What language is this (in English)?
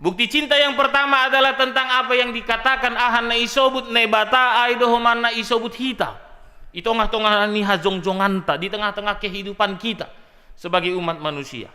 Batak Simalungun